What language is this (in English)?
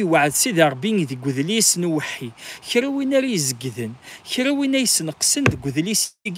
Kabyle